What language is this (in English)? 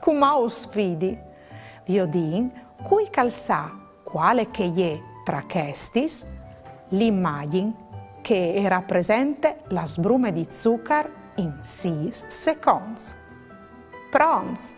Friulian